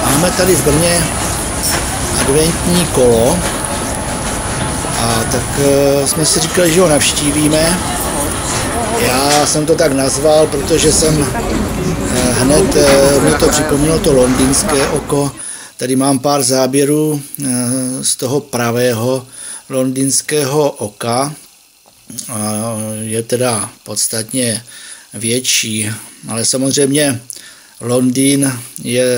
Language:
Czech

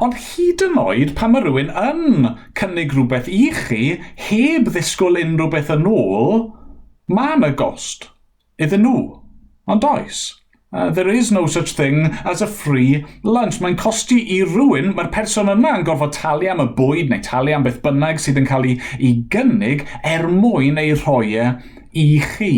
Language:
Welsh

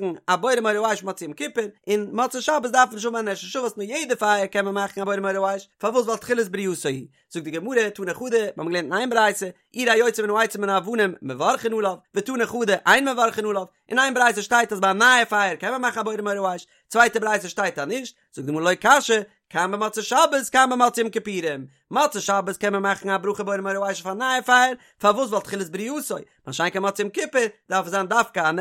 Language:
Yiddish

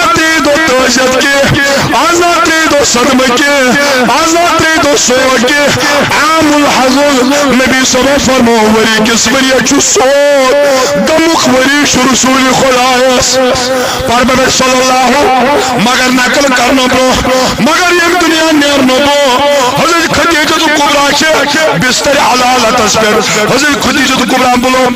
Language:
Kashmiri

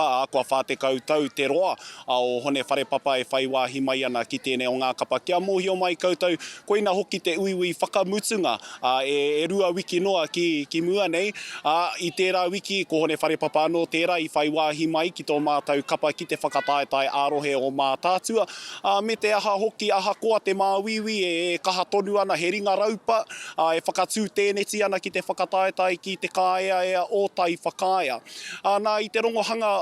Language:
Māori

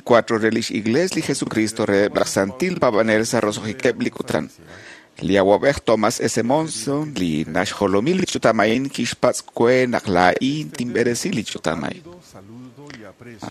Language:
Kekchí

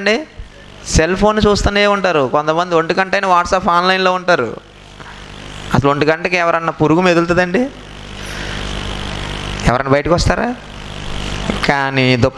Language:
Telugu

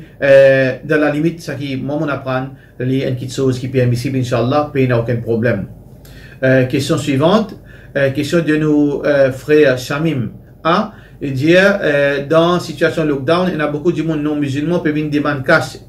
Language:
Morisyen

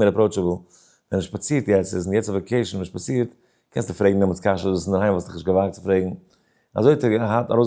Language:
Yiddish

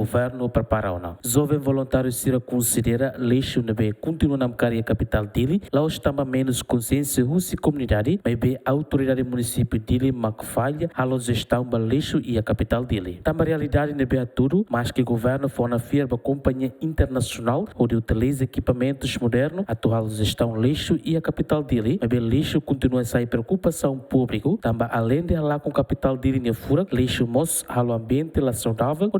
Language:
Tetum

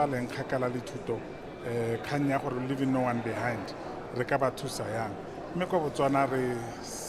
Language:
Tswana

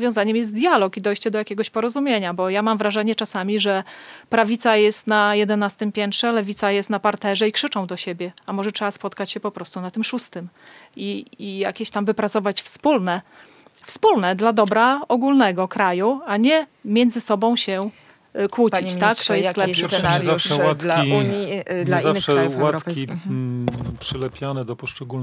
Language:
Polish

